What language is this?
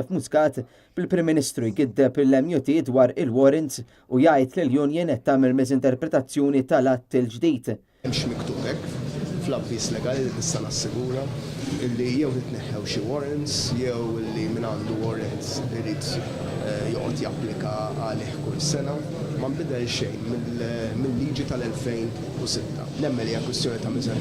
Maltese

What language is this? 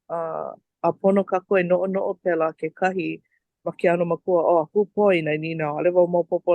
Hawaiian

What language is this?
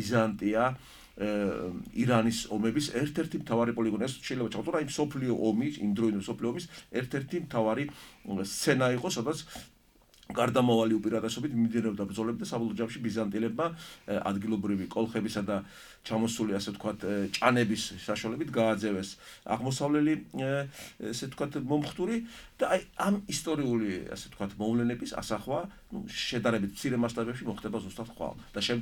Georgian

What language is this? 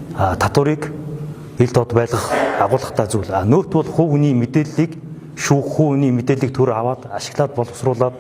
Mongolian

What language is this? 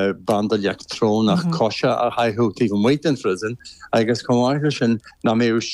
Irish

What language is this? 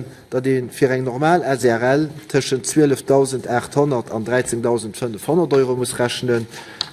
Luxembourgish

